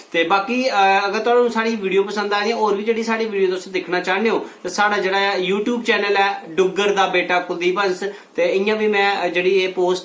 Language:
Dogri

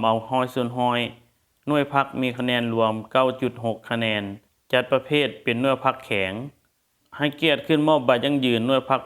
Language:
Lao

